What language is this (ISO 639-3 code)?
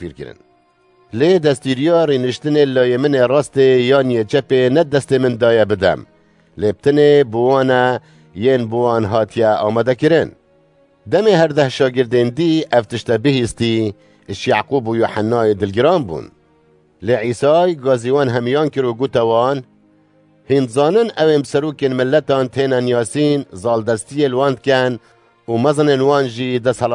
kur